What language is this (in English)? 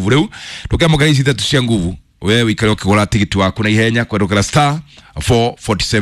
Kikuyu